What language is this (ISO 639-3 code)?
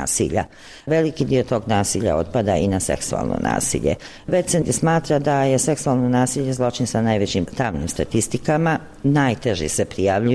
bos